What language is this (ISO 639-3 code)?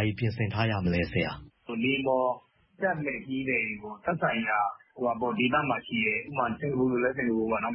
mya